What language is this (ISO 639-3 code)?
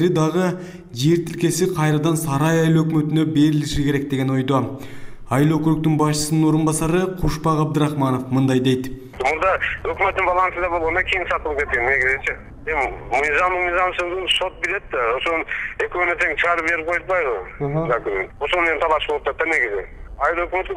kir